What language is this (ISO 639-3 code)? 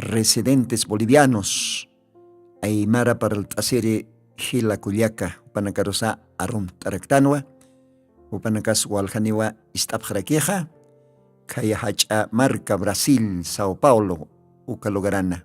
aym